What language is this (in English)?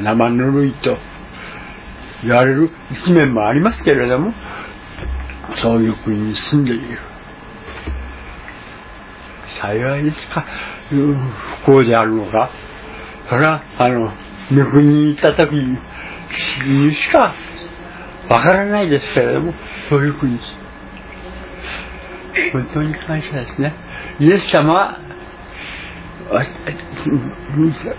Japanese